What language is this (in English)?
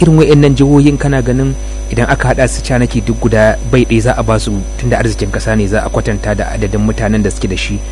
Hausa